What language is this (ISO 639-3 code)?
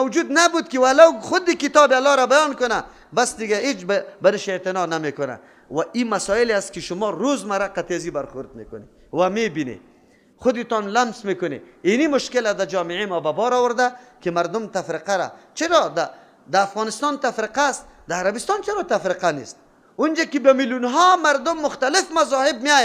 fas